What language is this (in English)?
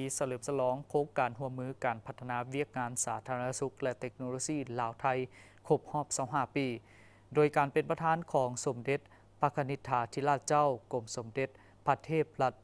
Lao